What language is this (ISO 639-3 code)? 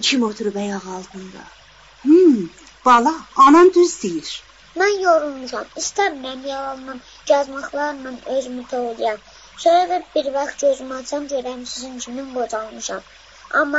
azb